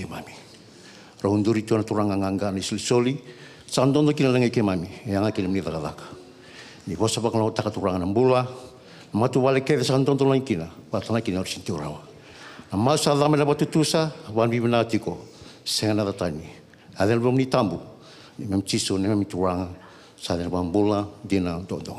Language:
Fijian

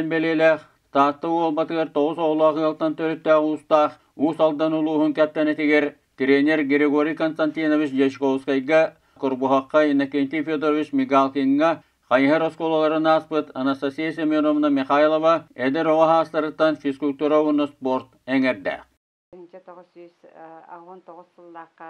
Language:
Yakut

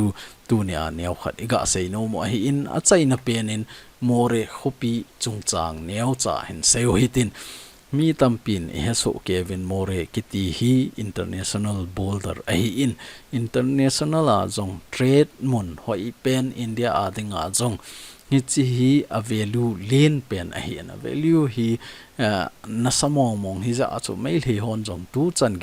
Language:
Thado Chin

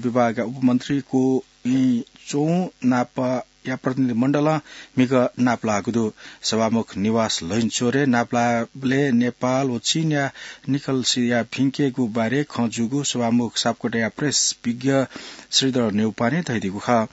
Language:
Newari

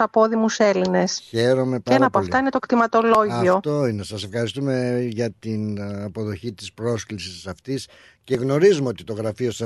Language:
Greek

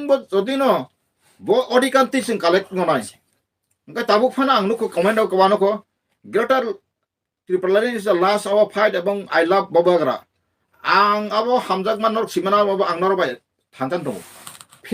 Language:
Kok Borok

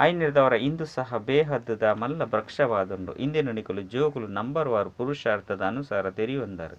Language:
Tulu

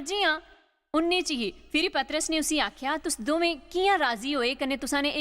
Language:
Dogri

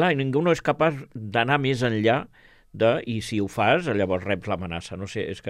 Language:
Catalan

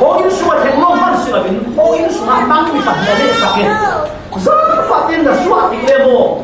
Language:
Falam Chin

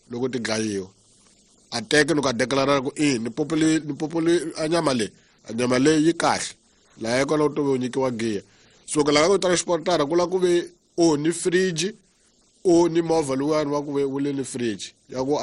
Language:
Tsonga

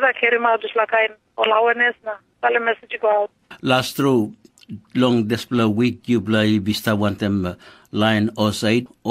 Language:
Tok Pisin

